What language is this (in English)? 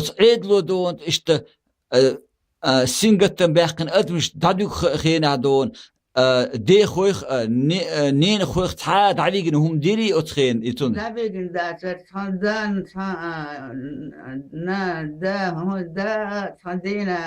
Chechen